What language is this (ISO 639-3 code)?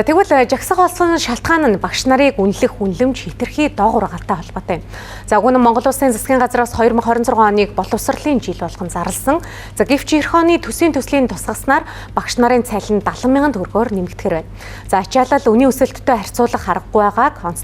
mon